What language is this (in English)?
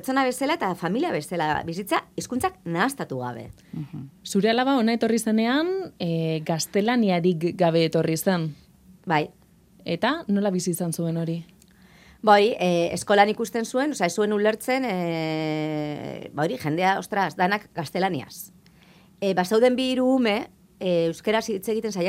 Basque